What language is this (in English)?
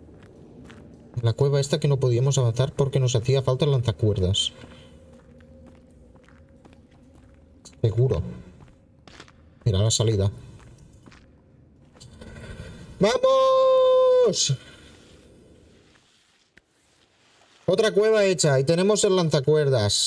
Spanish